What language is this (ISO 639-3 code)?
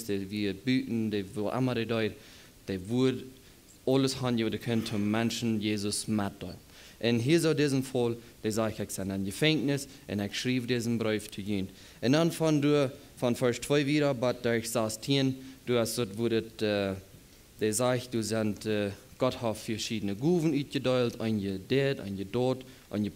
pdt